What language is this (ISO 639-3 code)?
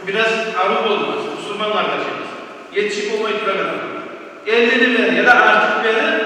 kum